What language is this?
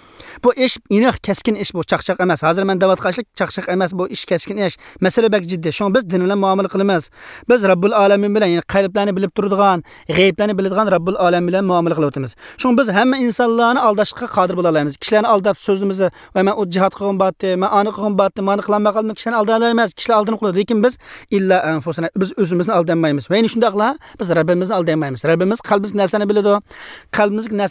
Uyghur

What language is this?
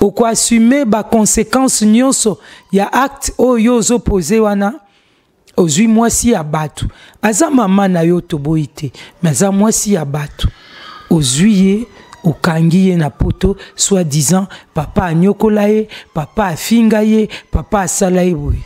Lingala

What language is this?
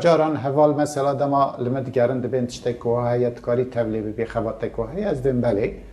Kurdish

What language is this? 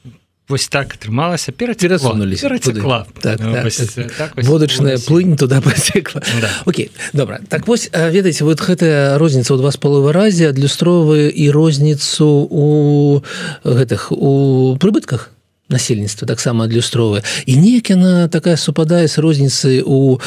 Belarusian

